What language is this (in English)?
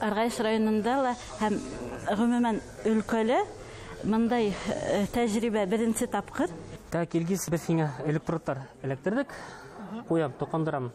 Bashkir